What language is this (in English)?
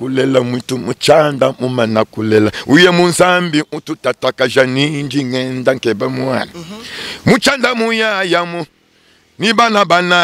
Luba-Lulua